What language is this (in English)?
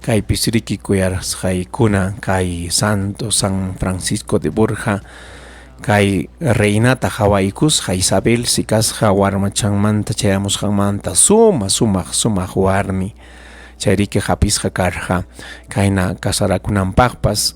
Ayacucho Quechua